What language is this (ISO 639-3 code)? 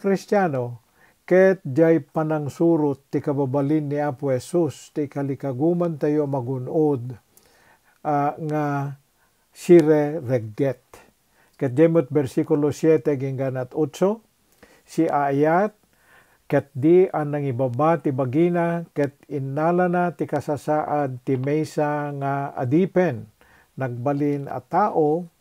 ilo